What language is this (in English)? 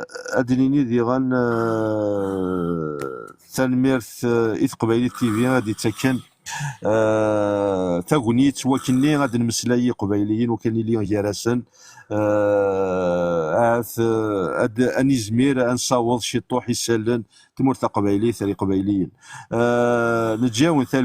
Kabyle